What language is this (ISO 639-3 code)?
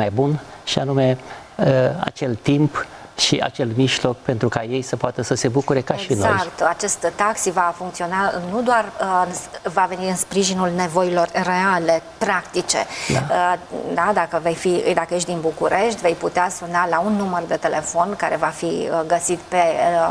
ron